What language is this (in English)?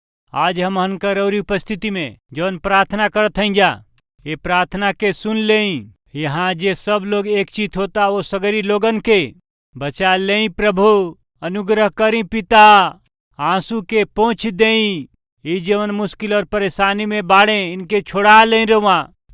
Bhojpuri